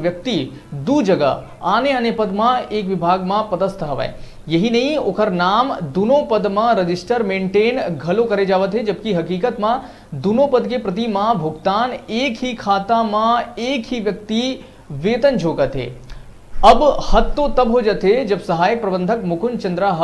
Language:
Chhattisgarhi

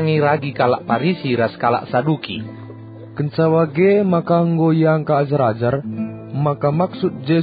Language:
Batak Karo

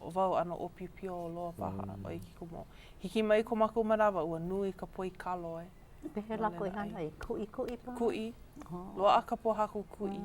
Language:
Hawaiian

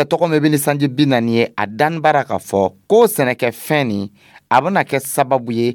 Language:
Dyula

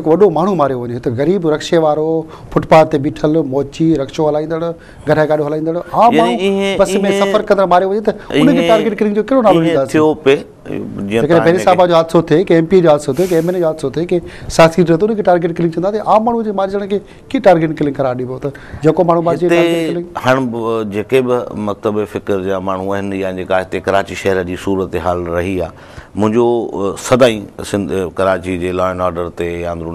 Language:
Sindhi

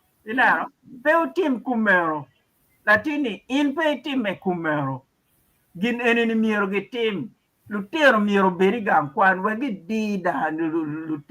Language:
Acoli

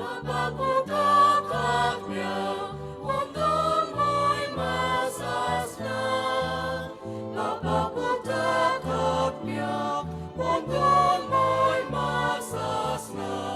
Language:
Konkani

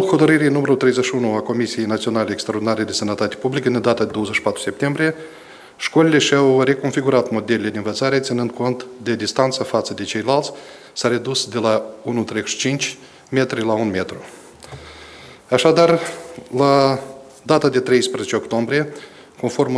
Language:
Romanian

